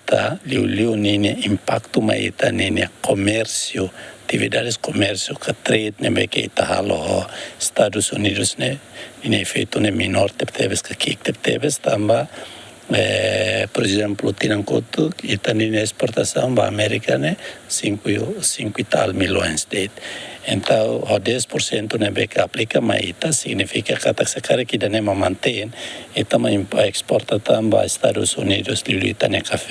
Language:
Tetum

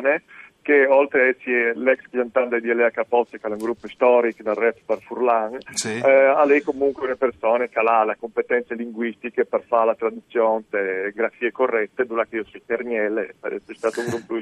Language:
Friulian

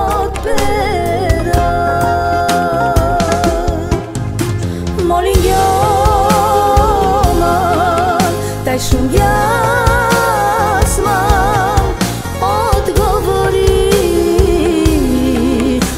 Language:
Bulgarian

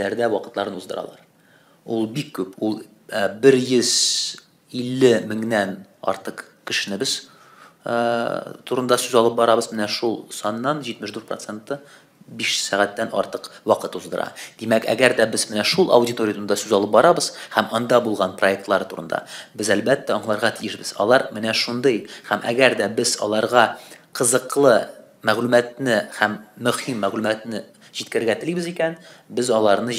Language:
Tatar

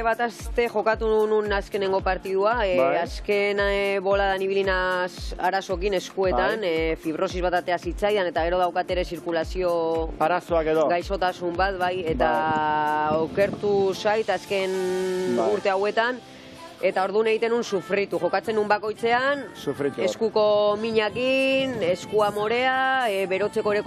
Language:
Basque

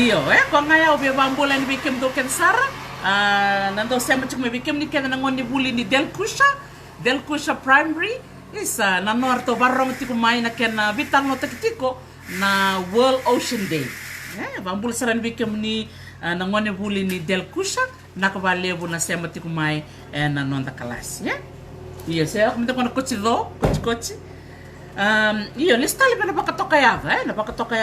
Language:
Fijian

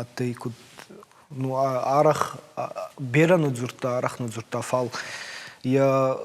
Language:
Ossetic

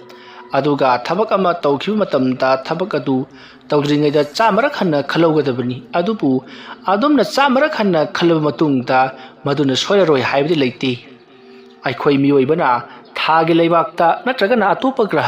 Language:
Manipuri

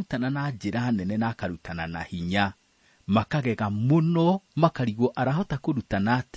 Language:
Kikuyu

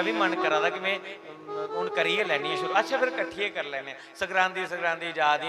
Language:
Dogri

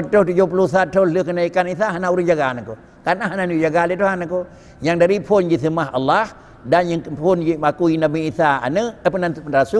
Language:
Achinese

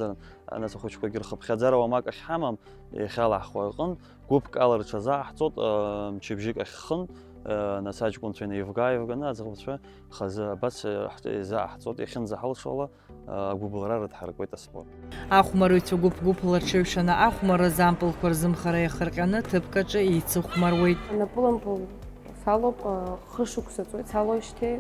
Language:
Abkhazian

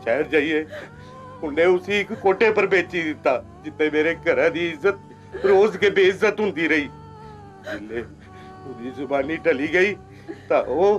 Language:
Dogri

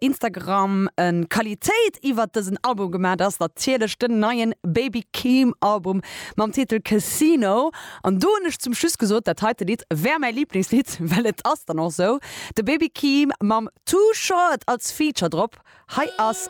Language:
Luxembourgish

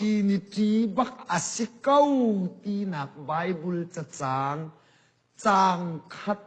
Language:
Hakha Chin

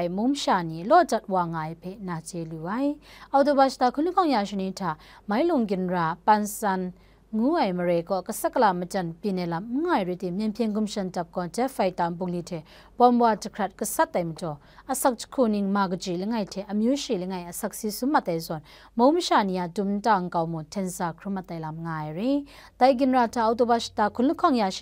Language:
Kachin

